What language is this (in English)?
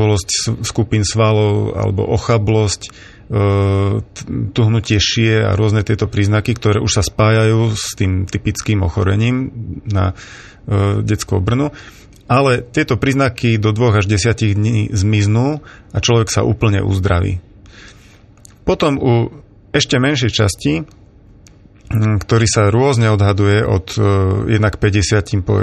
Slovak